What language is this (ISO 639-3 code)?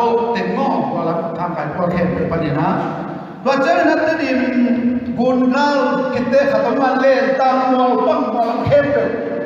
ctd